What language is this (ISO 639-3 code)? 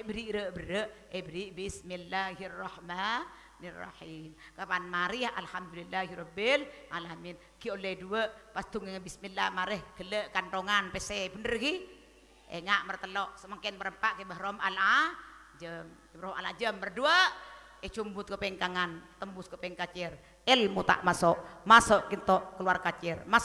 mad